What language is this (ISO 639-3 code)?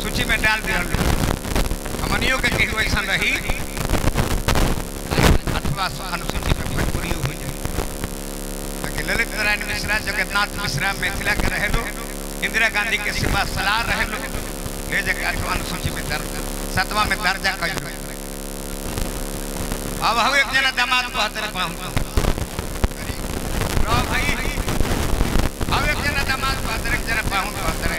bho